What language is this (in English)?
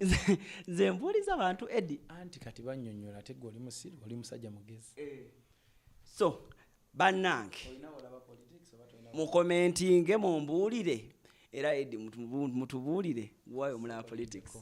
Ganda